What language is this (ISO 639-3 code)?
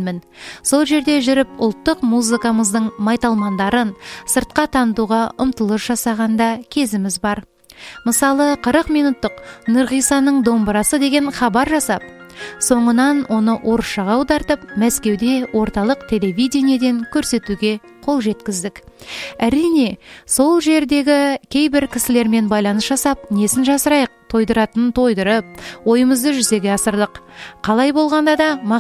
kaz